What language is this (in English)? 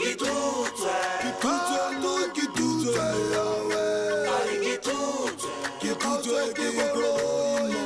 Tswana